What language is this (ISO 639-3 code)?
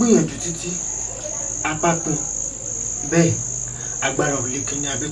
yor